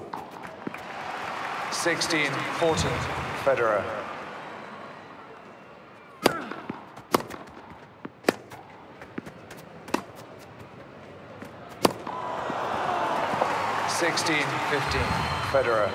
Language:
English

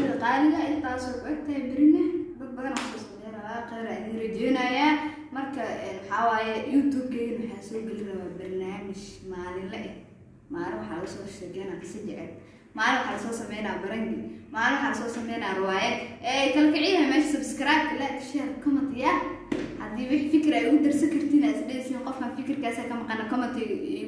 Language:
Somali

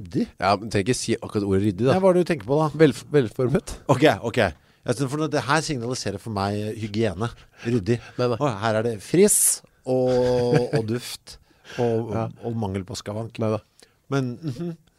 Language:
Norwegian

